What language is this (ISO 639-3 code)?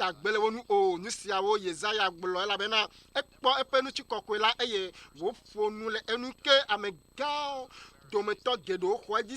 ewe